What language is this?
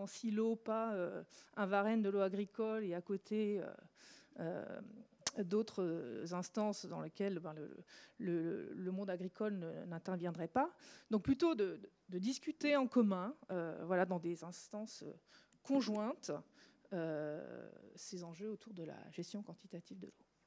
French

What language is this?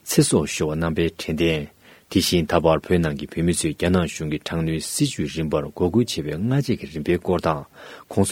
Tibetan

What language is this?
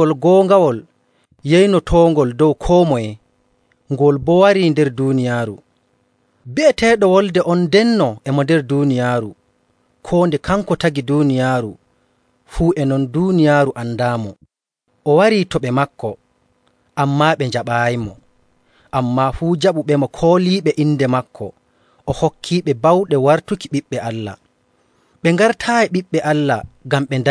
Nigerian Fulfulde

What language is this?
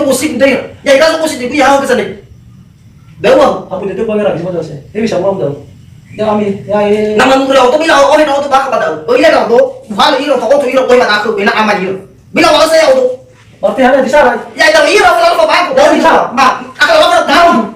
Nias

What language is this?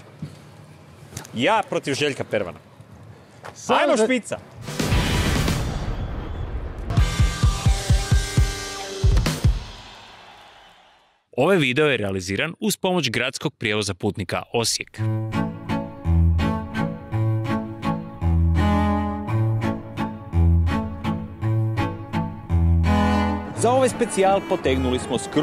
Croatian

